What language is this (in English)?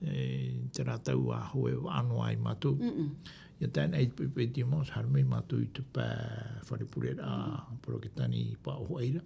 Tahitian